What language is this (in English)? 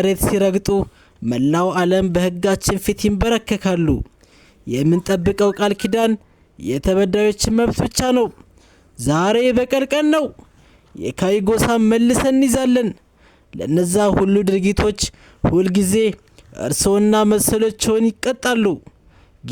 Amharic